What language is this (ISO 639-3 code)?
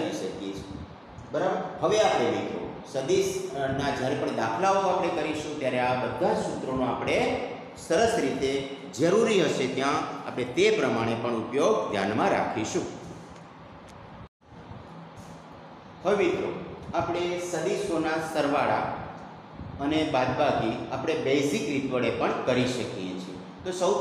guj